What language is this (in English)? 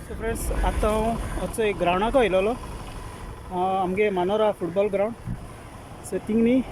Konkani